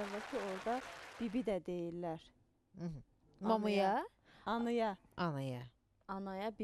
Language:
Azerbaijani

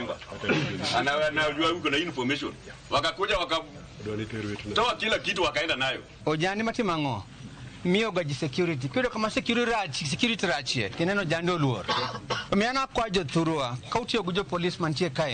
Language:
Luo (Kenya and Tanzania)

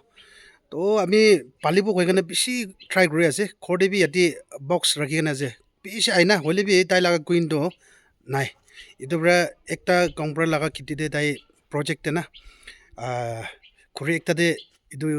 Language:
Naga Pidgin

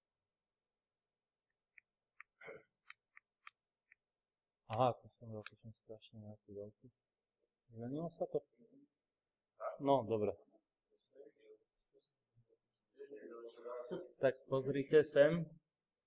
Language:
Slovak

